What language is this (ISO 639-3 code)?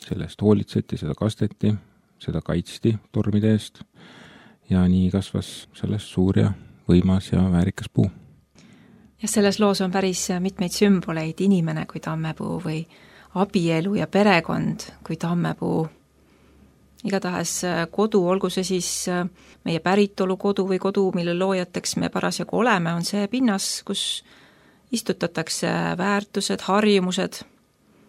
est